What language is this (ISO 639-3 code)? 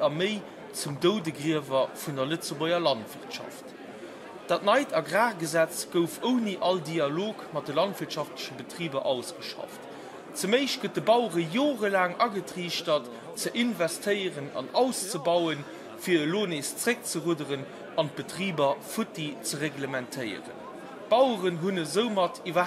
ltz